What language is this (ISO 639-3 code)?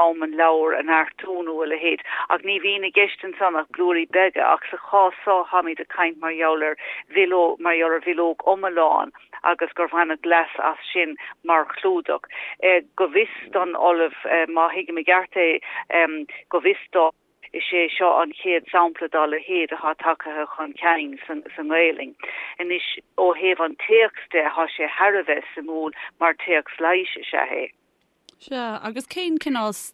gle